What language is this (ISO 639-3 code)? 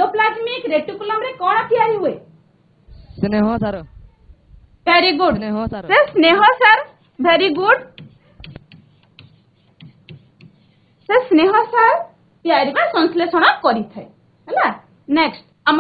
ori